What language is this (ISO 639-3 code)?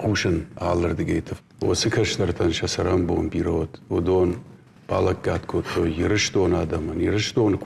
oss